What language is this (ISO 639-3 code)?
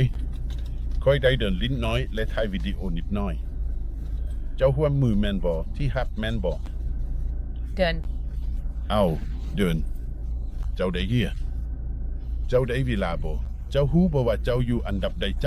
lao